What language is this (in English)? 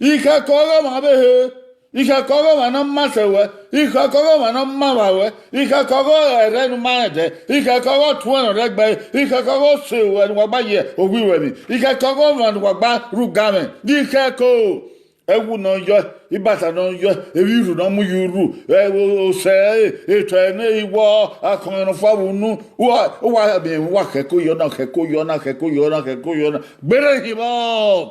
Bini